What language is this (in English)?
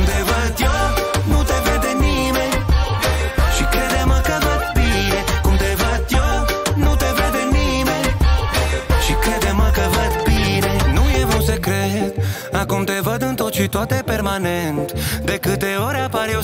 Romanian